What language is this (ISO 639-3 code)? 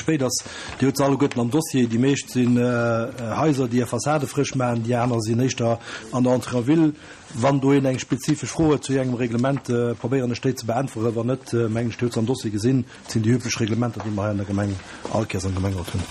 ltz